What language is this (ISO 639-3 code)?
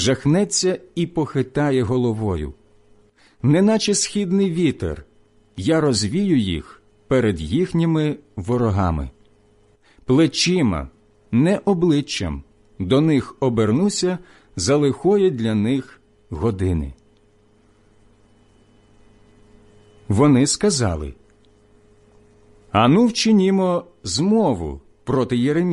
ukr